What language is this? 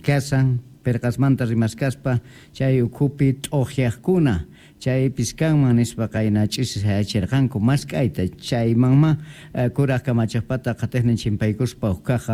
Quechua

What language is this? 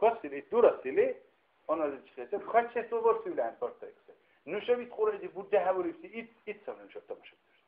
Dargwa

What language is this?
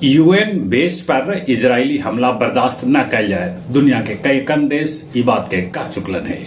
Magahi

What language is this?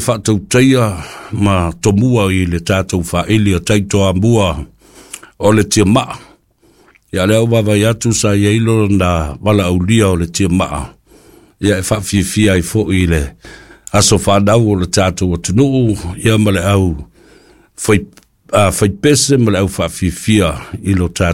Samoan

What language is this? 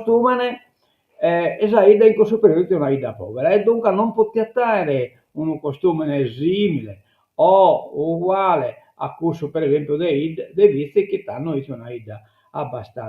Sardinian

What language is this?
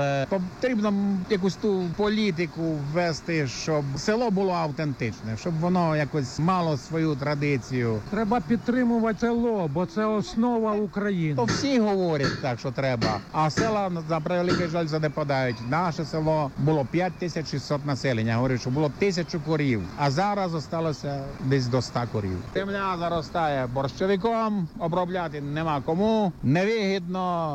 Ukrainian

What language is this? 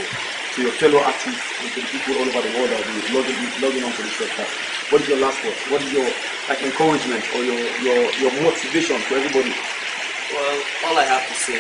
English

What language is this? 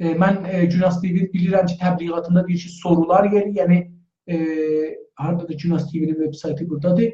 South Azerbaijani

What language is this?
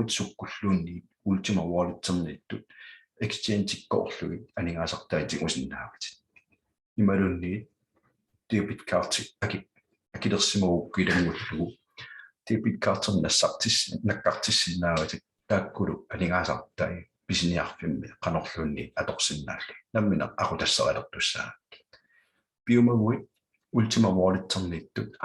Kalaallisut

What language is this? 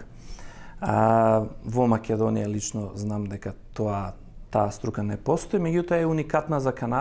Macedonian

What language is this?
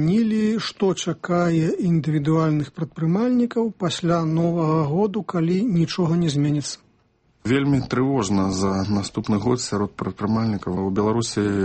Belarusian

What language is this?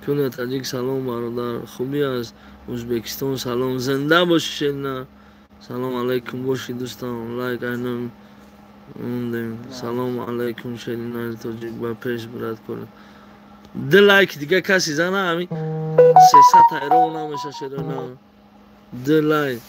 Tajik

